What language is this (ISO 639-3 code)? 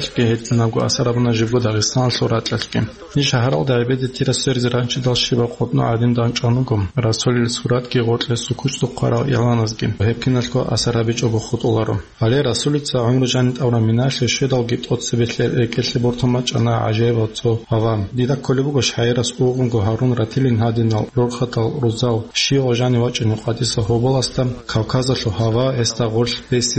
ava